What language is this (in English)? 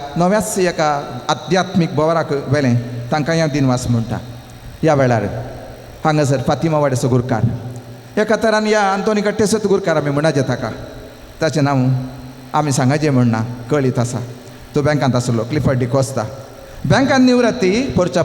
Konkani